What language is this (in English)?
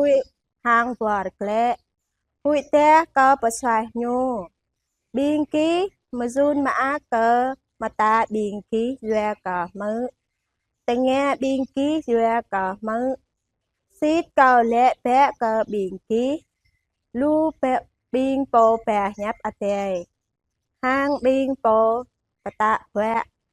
Jarai